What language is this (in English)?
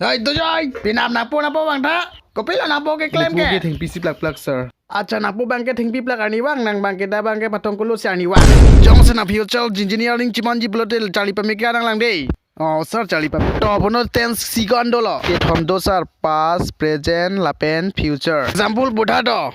Karbi